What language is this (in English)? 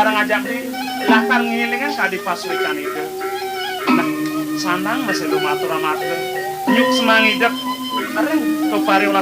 Balinese